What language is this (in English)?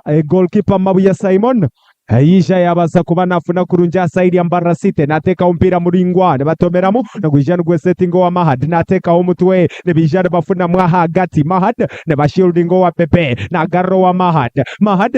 Nyankole